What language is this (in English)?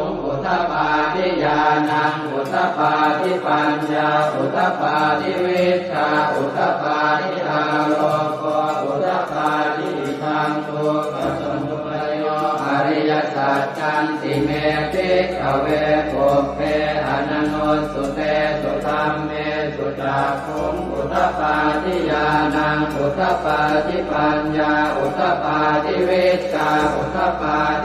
Pali